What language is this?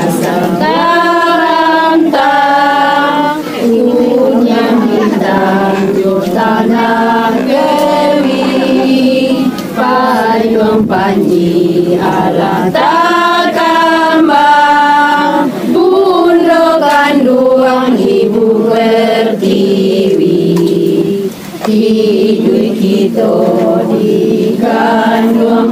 Minangkabau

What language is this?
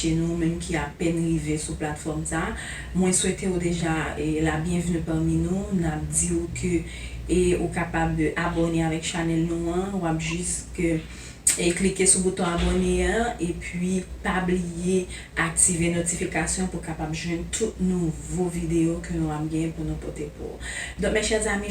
Haitian Creole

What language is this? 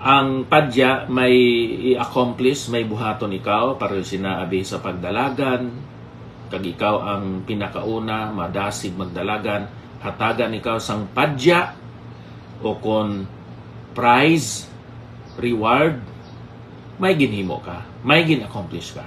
Hiligaynon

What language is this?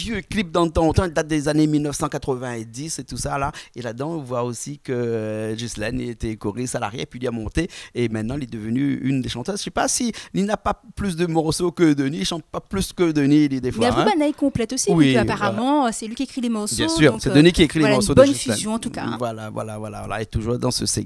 Réunion Creole French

